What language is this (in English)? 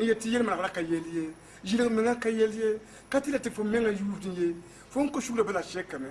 Mossi